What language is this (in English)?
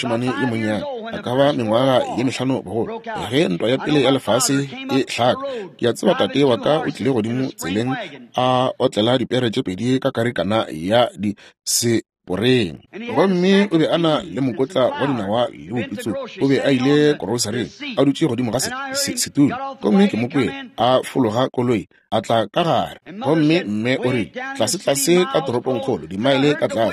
Northern Sotho